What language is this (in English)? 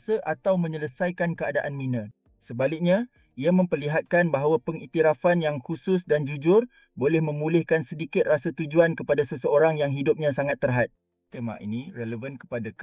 Malay